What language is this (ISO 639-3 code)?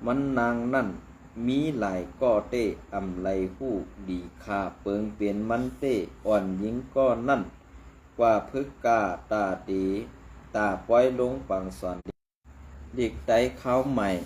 shn